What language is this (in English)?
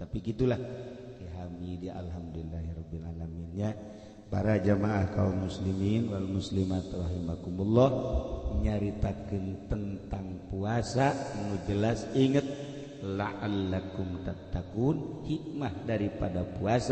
Sundanese